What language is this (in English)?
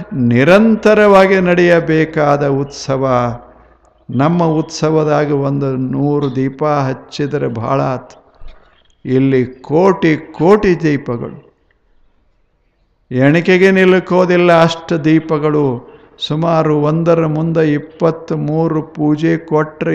Kannada